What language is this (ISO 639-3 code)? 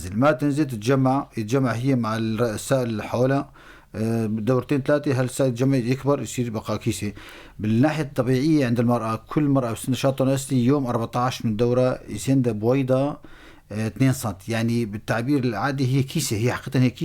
apc